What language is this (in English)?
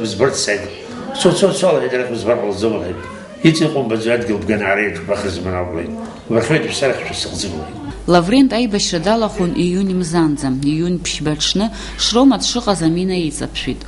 Abkhazian